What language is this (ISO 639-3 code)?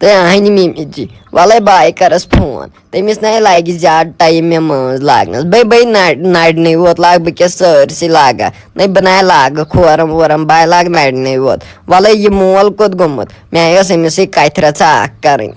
kas